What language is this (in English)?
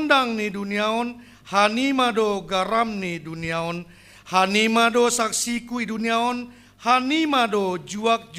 Batak Simalungun